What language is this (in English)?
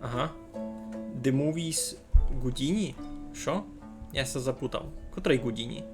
Rusyn